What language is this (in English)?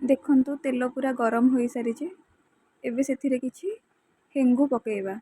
Odia